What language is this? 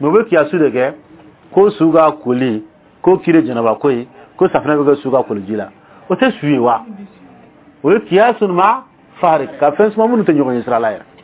Dyula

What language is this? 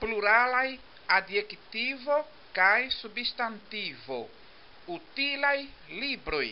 Esperanto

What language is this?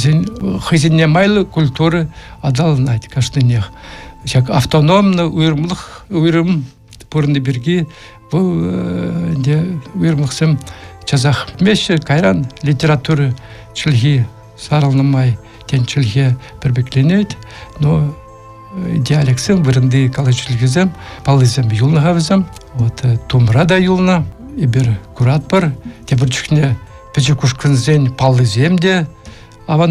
Chuvash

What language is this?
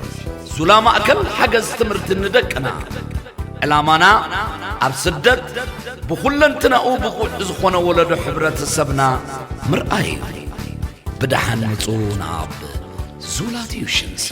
Tigrinya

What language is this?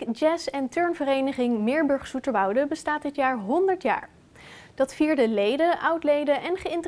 Dutch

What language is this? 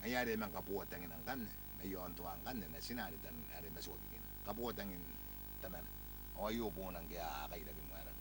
Gilbertese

